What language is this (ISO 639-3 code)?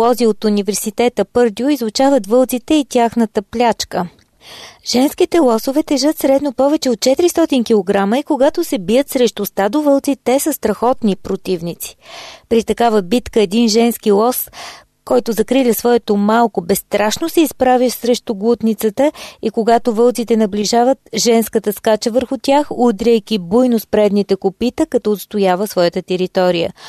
bul